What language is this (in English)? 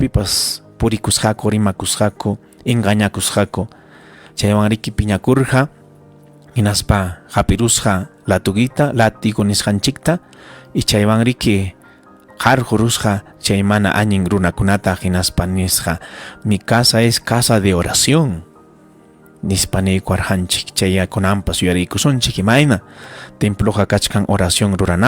Ayacucho Quechua